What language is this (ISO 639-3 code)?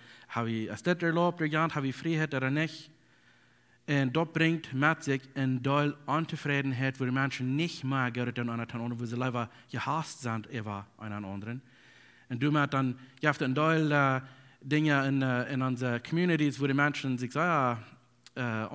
pdt